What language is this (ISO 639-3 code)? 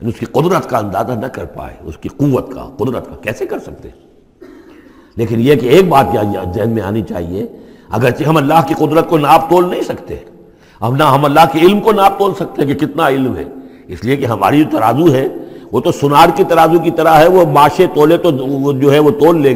urd